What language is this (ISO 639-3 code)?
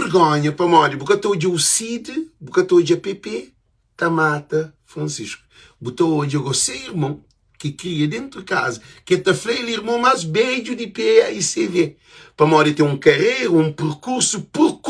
kea